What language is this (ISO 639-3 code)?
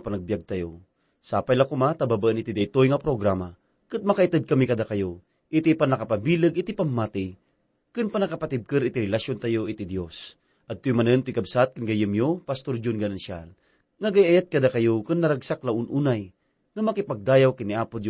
ilo